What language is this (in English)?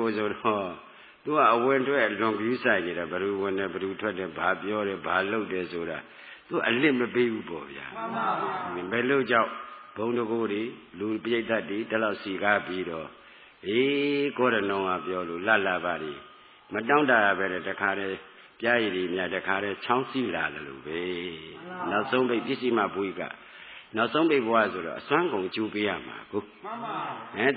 Burmese